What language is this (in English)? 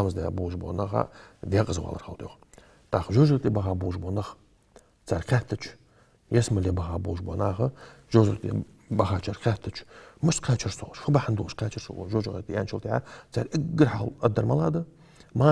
Ingush